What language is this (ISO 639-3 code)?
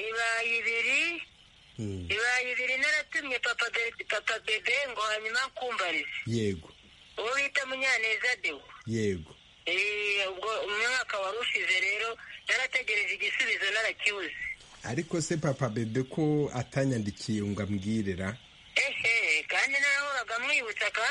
kin